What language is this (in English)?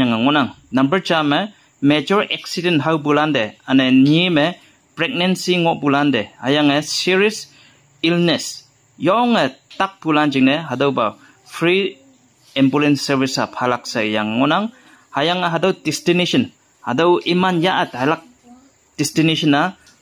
Konyak Naga